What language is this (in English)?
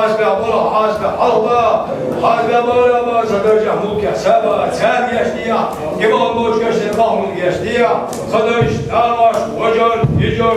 Chechen